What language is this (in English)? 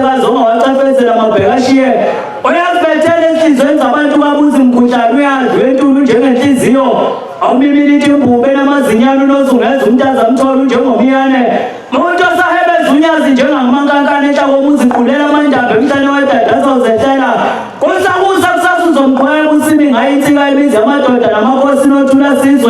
Zulu